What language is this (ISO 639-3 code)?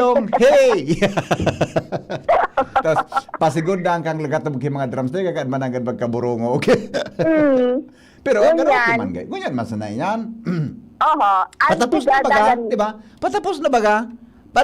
bik